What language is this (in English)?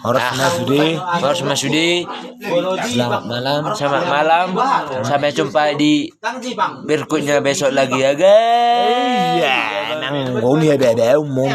Batak Toba